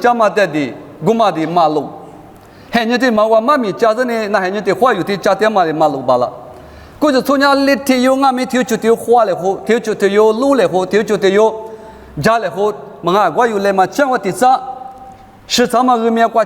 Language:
Lisu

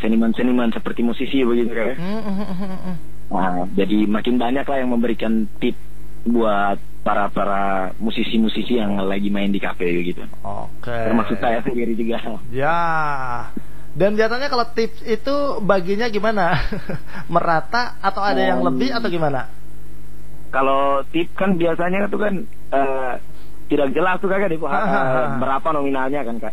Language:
Indonesian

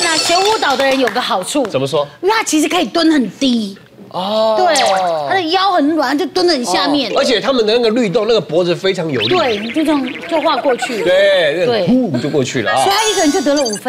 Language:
Chinese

